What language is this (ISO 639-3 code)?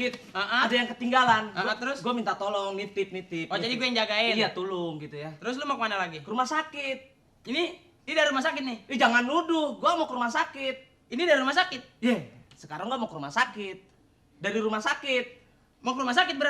bew